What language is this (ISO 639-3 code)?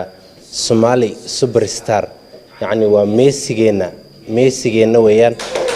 som